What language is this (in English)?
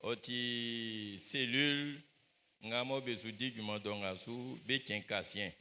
Baoulé